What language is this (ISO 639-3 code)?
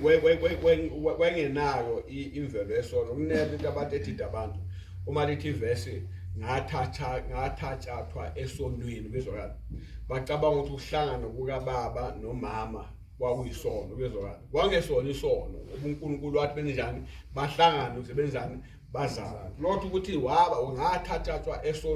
zul